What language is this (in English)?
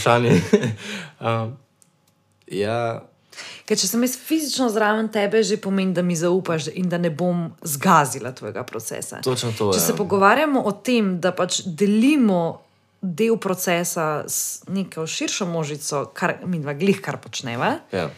Slovenian